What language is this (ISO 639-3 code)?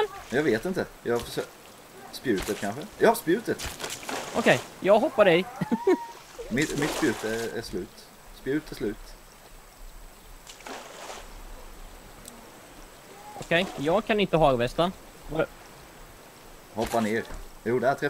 swe